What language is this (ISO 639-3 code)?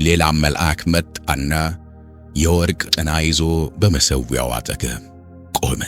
amh